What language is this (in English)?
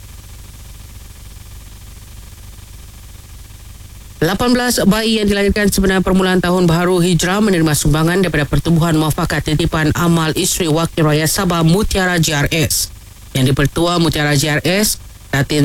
Malay